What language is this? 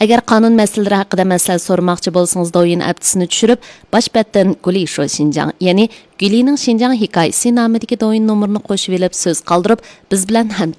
Uyghur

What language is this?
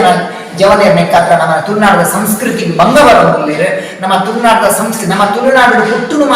Tulu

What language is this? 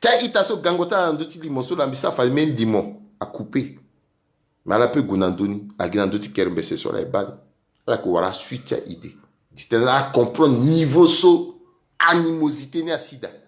Sango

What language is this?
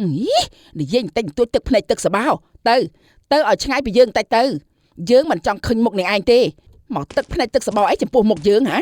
Khmer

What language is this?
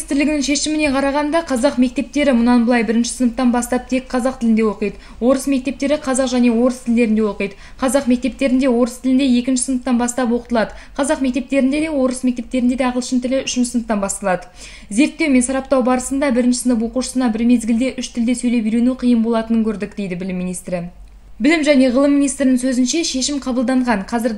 Kazakh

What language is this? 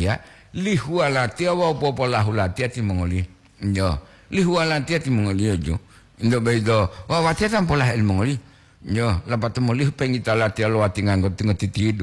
Gorontalo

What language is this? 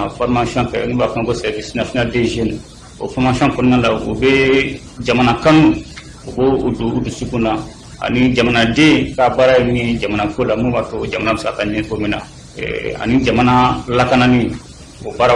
Bambara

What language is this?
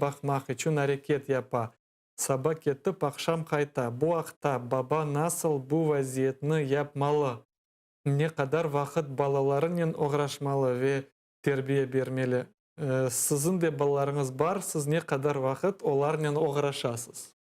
Crimean Tatar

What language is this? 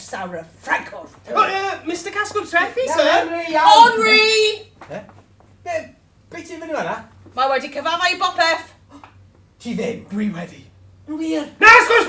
Welsh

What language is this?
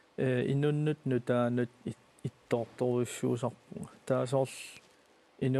Kalaallisut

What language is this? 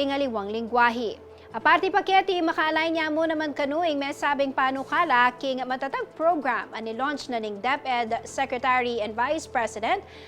Pampanga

